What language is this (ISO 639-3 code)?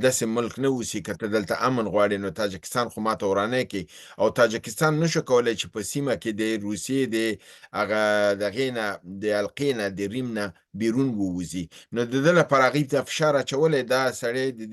pus